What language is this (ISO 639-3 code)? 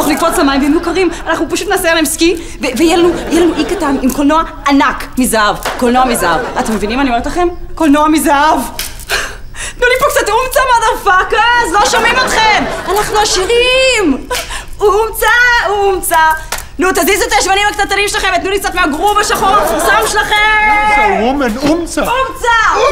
heb